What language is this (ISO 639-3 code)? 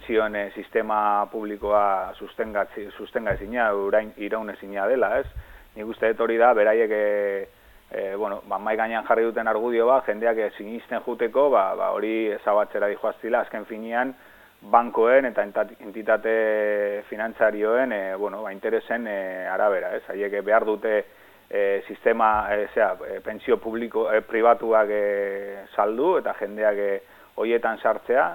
eus